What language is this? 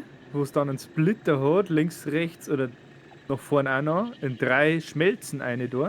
Bavarian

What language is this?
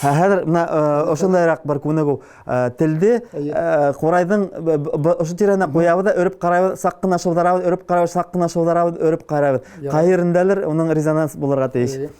Bashkir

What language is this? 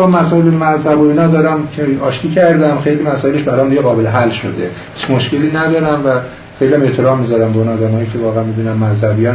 Persian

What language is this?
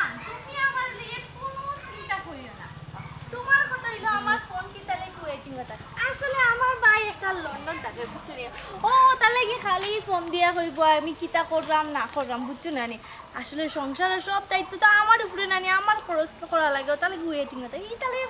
Sylheti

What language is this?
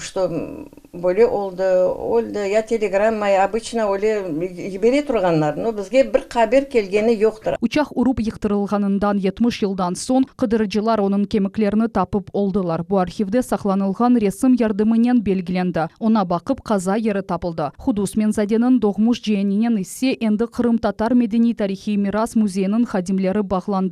Crimean Tatar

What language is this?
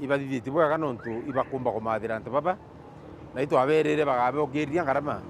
Meru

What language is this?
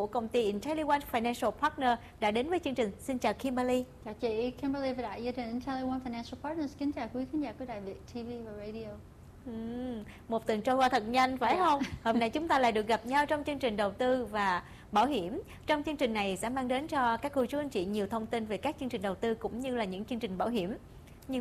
Vietnamese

